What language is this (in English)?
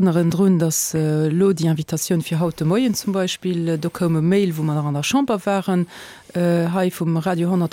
Luxembourgish